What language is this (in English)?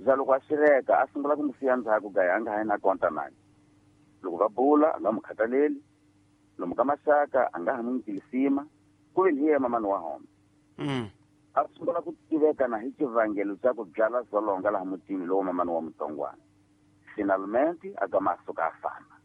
Tsonga